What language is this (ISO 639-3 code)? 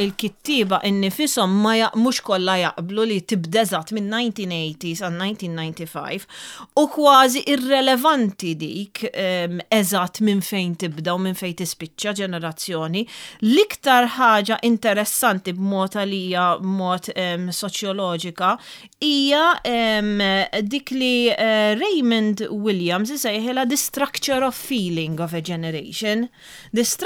mlt